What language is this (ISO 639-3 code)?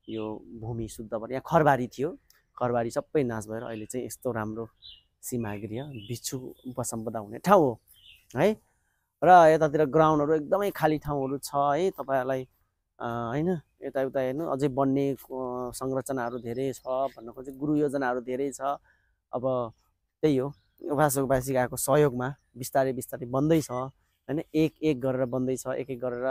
nep